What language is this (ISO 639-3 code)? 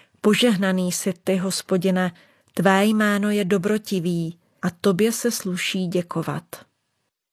ces